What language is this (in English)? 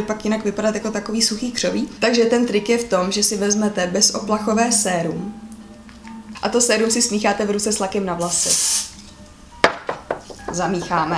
Czech